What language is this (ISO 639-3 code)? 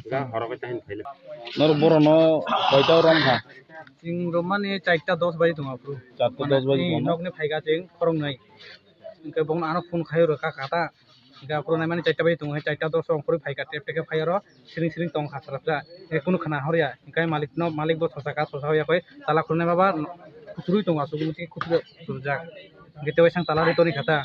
trp